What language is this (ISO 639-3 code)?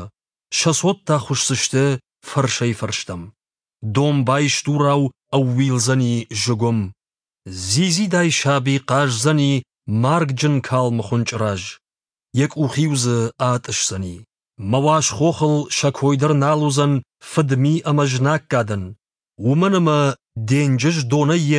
oss